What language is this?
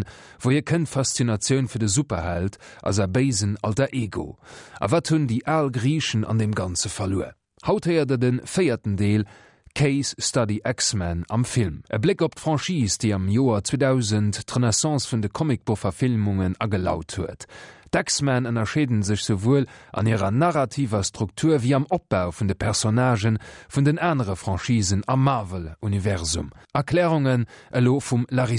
Luxembourgish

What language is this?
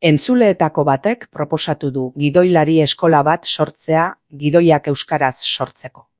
Basque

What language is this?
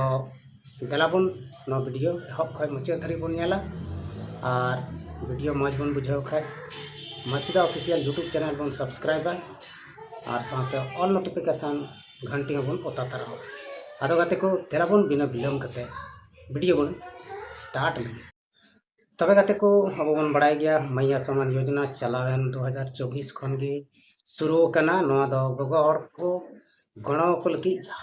Santali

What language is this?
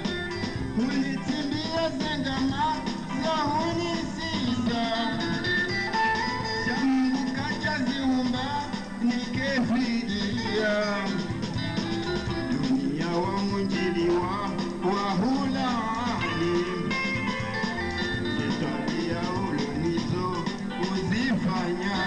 Swahili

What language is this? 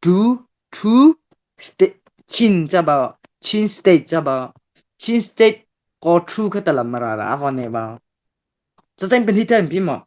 Mara Chin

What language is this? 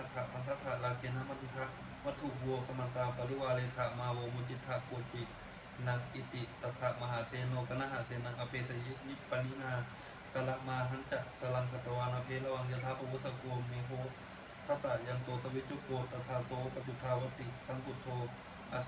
Pali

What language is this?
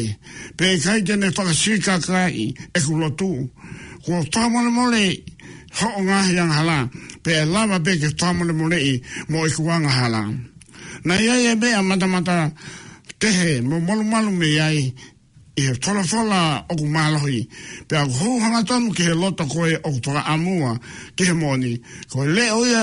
Tongan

